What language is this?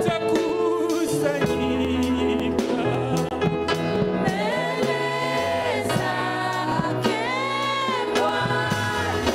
Swahili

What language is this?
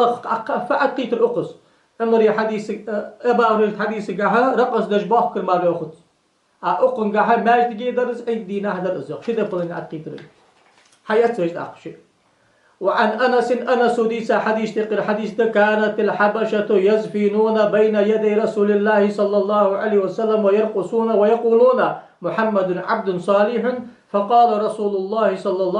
Ingush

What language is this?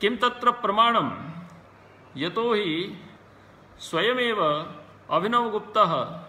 Sanskrit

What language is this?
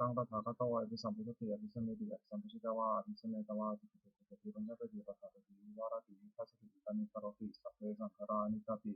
Pali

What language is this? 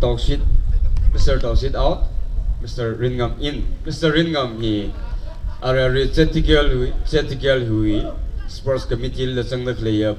Tangkhul Naga (India)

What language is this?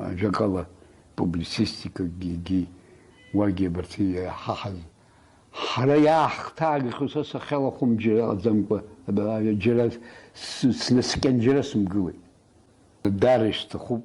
Abkhazian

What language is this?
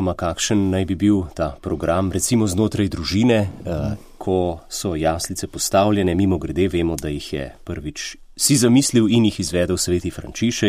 Slovenian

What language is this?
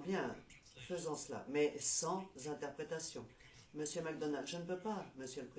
French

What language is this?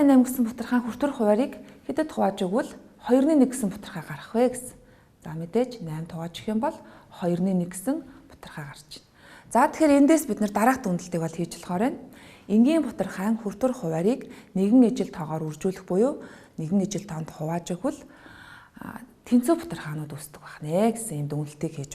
Mongolian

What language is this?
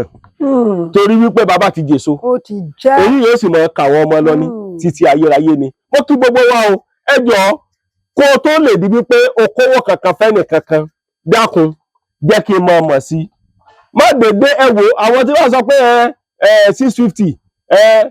Yoruba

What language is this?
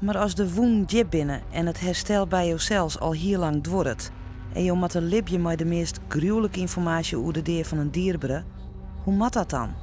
Western Frisian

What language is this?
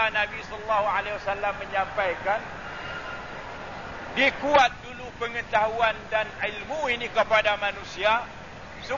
Malay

